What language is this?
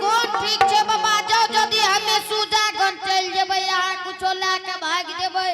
Angika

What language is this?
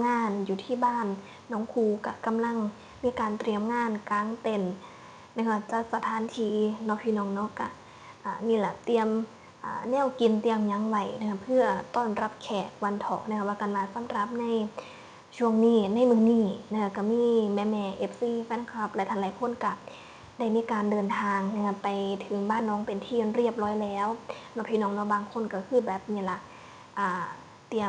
Northeastern Thai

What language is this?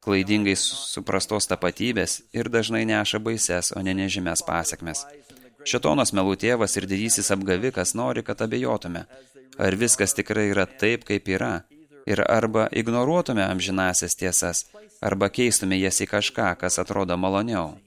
Lithuanian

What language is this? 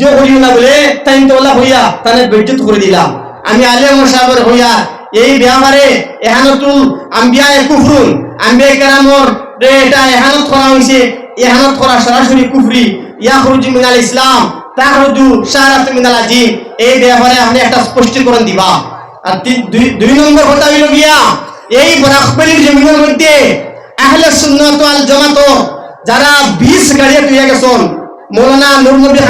Sylheti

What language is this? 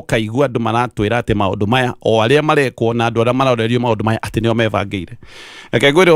Kikuyu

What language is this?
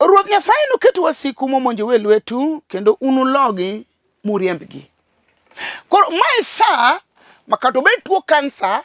Luo (Kenya and Tanzania)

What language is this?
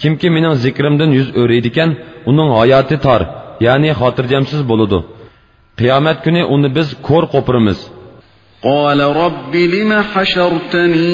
Uyghur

